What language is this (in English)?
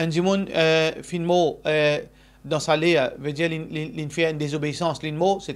Morisyen